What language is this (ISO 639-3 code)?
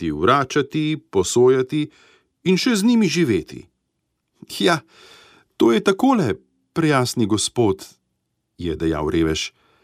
slv